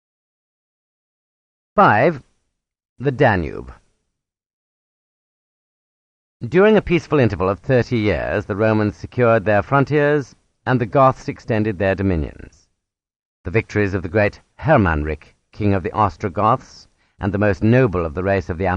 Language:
English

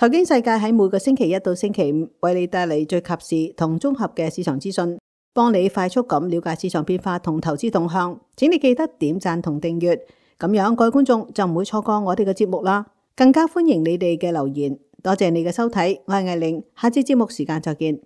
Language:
Cantonese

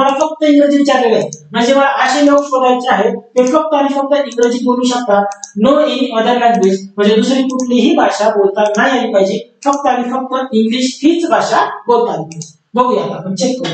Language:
Marathi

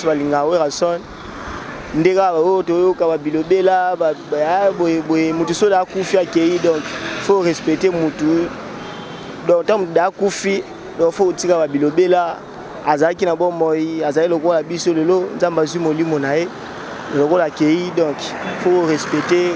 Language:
Lingala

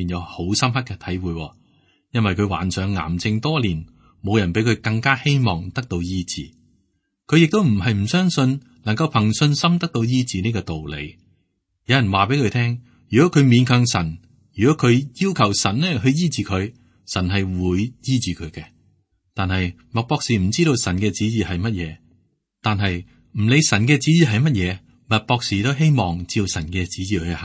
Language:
Cantonese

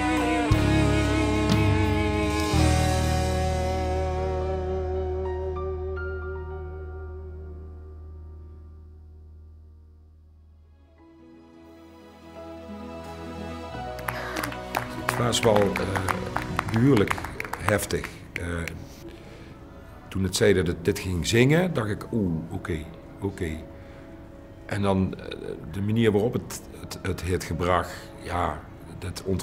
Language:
Dutch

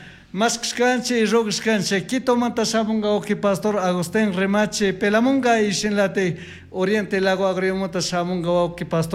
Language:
Chimborazo Highland Quichua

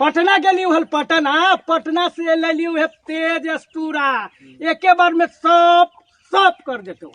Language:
Magahi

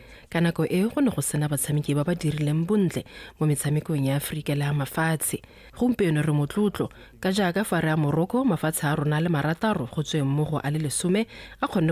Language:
Tswana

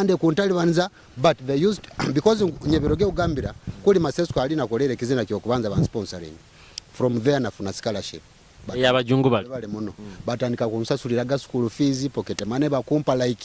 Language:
Nyoro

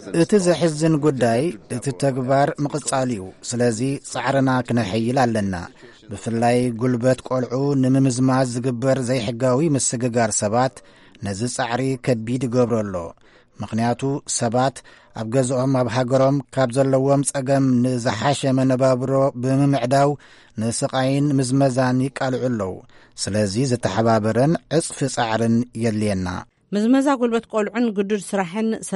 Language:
Tigrinya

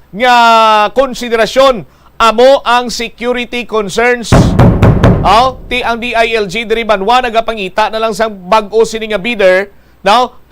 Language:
Hiligaynon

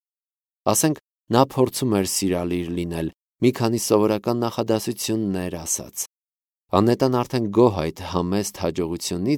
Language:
Armenian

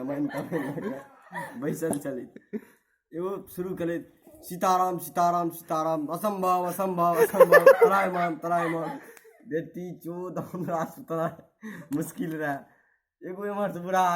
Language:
Maithili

